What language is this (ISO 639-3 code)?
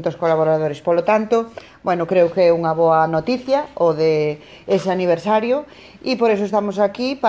glg